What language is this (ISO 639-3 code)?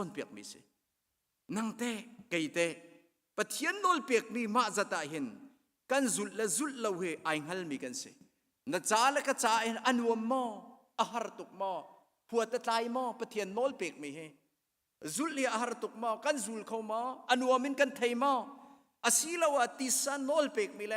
cnh